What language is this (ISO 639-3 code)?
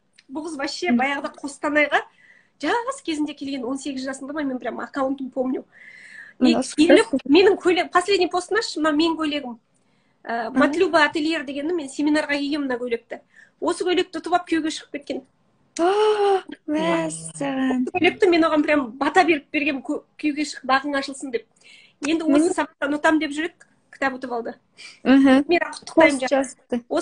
kaz